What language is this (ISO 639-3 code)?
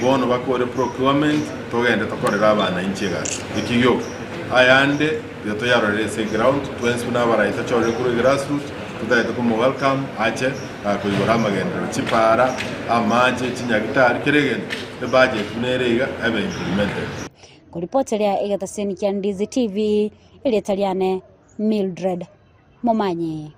guz